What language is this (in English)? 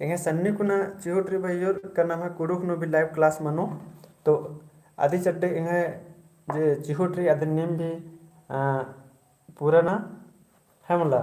Kurukh